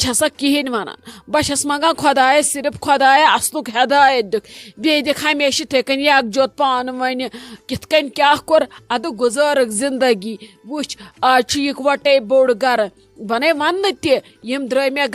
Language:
Kashmiri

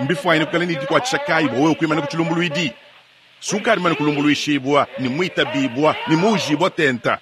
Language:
Luba-Lulua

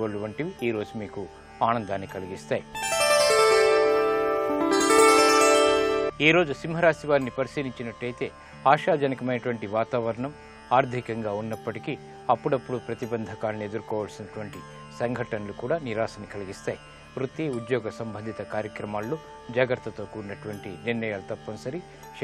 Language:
Telugu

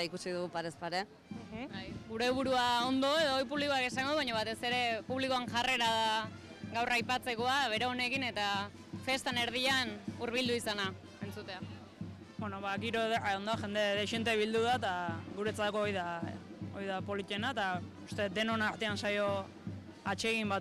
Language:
Basque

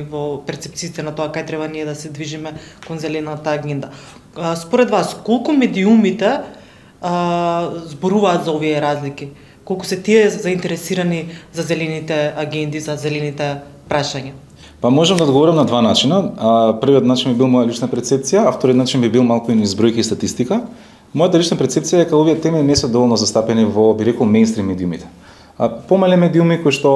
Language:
Macedonian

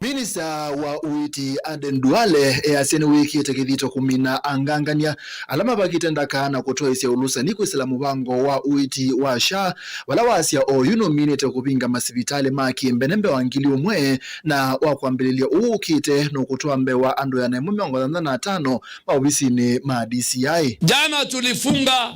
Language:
Kamba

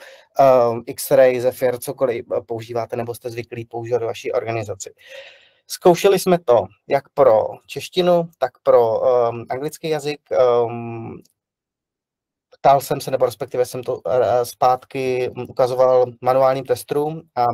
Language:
Czech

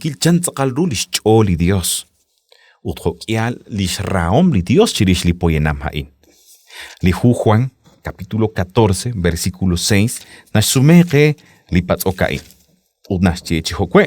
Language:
Kekchí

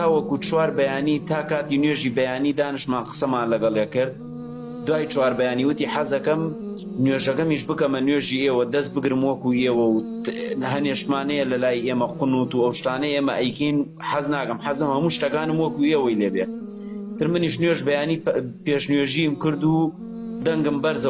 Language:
Central Kurdish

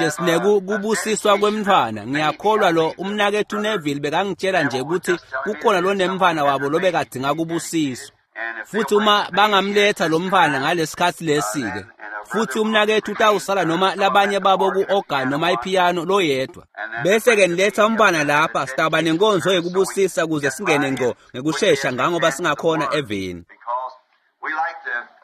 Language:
Swati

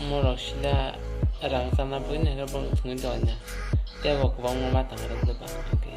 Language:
Kok Borok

